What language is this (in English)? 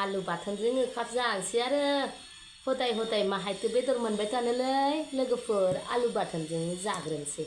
Bodo